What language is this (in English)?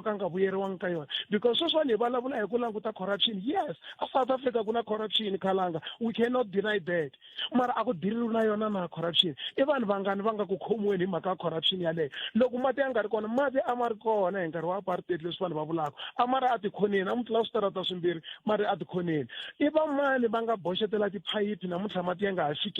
Tsonga